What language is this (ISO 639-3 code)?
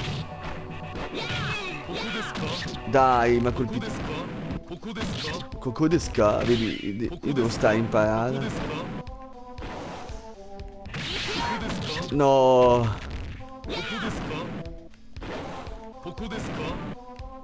ita